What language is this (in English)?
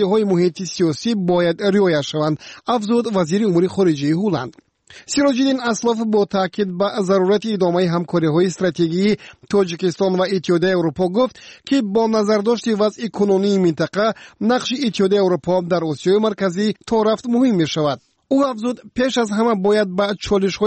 Tajik